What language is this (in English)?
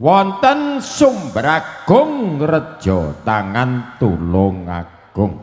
Javanese